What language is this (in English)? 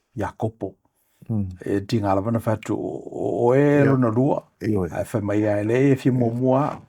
Samoan